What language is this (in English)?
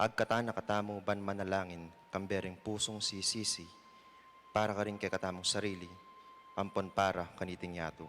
Pampanga